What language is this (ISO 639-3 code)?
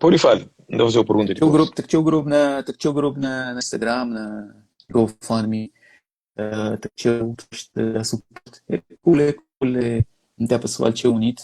kea